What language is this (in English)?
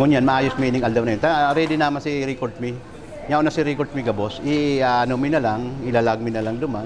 Bikol